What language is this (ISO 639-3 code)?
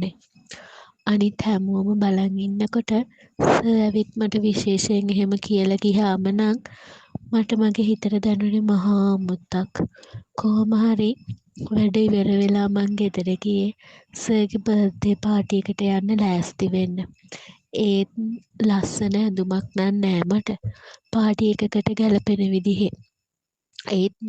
sin